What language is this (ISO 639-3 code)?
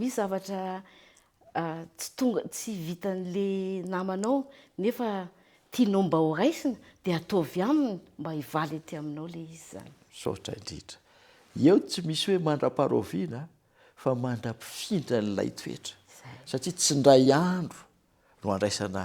mlg